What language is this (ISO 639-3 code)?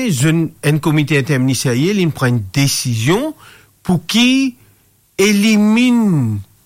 mfe